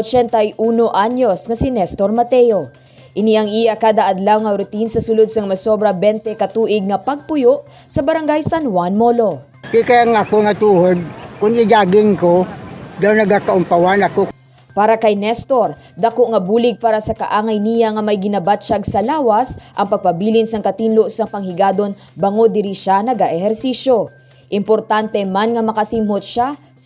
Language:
Hiligaynon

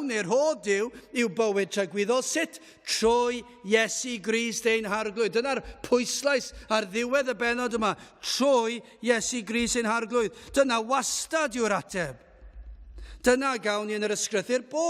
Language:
Welsh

